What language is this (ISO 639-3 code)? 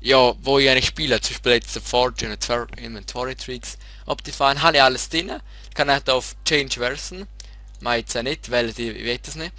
gsw